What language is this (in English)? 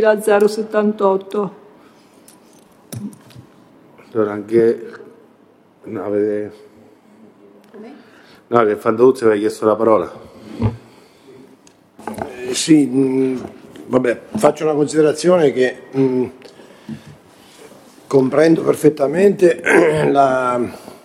Italian